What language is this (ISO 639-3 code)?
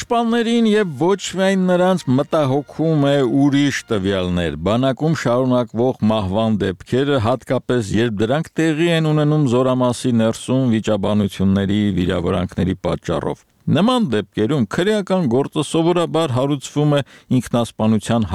hye